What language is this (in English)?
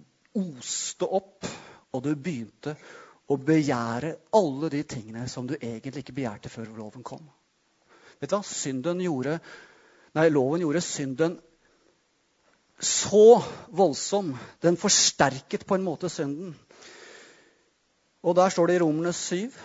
Norwegian